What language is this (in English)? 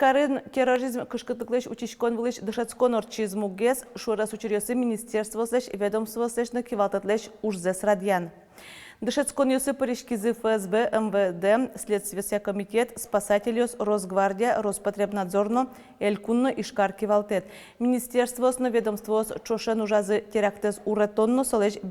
Udmurt